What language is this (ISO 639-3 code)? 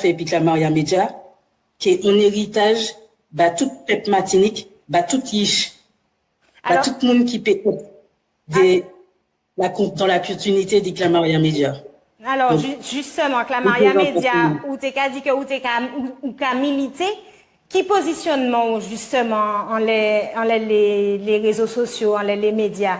gcf